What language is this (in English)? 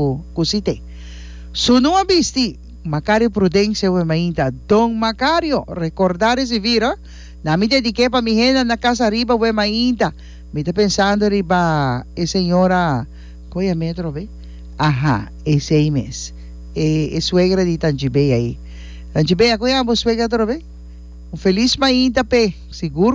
Papiamento